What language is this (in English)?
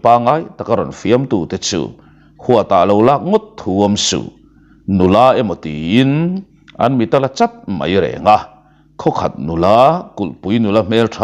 Mizo